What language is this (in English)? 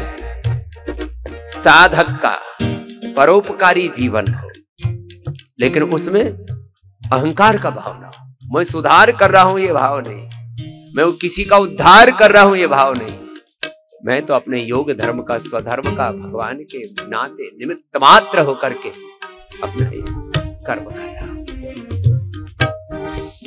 Hindi